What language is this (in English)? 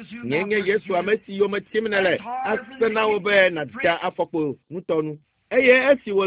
Ewe